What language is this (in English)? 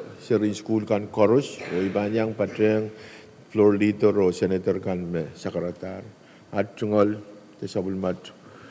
Pohnpeian